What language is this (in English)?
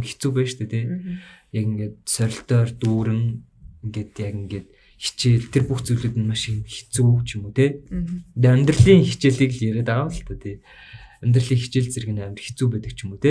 Mongolian